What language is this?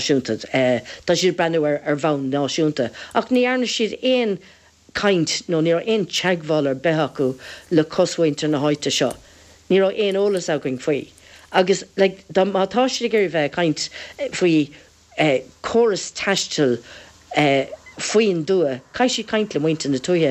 Irish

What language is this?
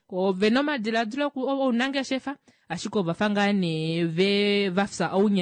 Kuanyama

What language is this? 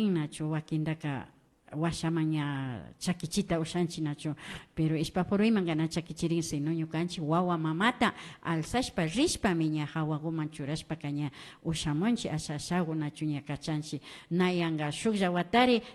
Imbabura Highland Quichua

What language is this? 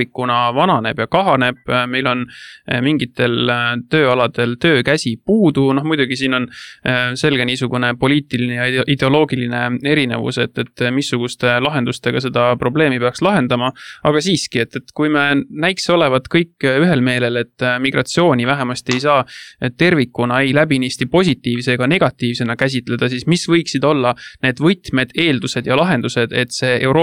Estonian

